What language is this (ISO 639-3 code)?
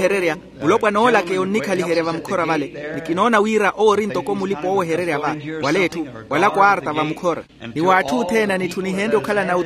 vmw